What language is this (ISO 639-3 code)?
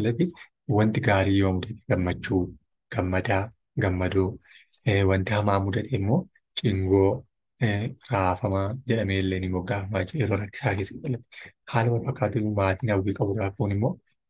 orm